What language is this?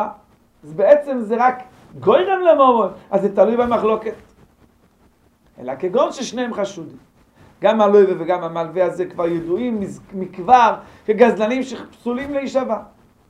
Hebrew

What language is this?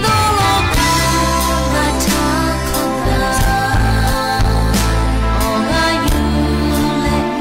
Lahu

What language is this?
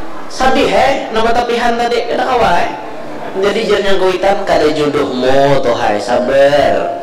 Banjar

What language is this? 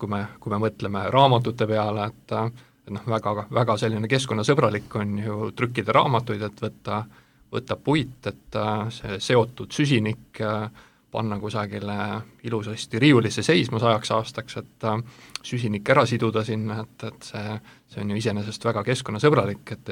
Estonian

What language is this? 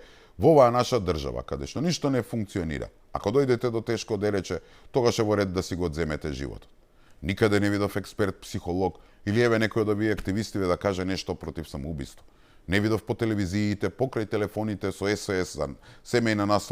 Macedonian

